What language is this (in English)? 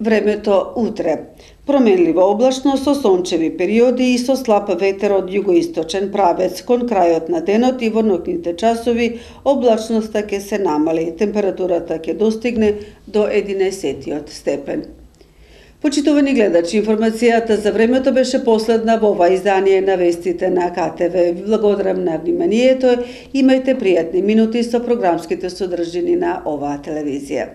Macedonian